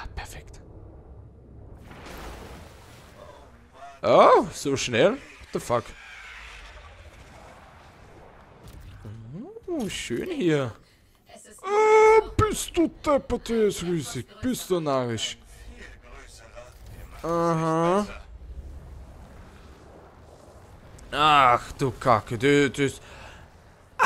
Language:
German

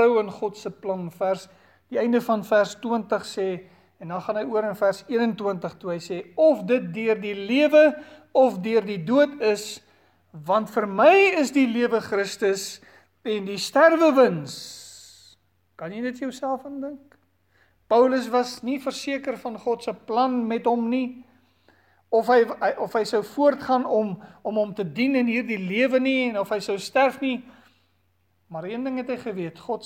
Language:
Afrikaans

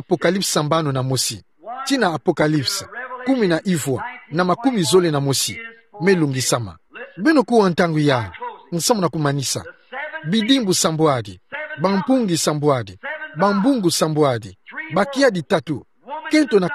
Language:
Kituba (Democratic Republic of Congo)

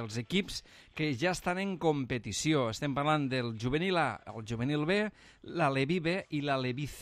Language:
Catalan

